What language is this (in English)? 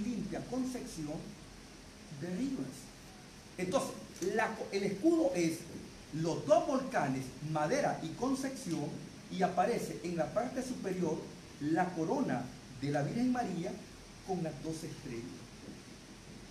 Spanish